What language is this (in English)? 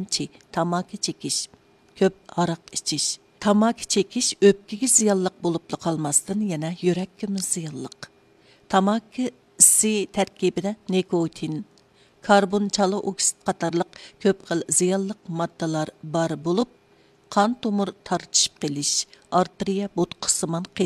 Uyghur